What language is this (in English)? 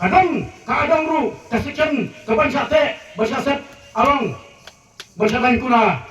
Khasi